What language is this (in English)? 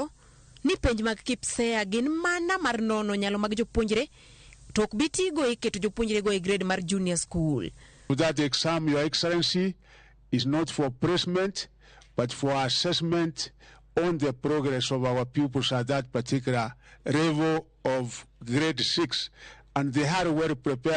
Luo (Kenya and Tanzania)